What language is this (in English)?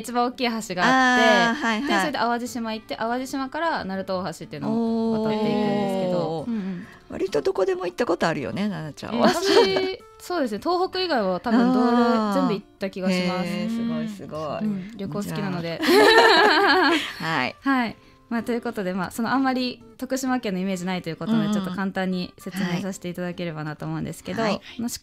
Japanese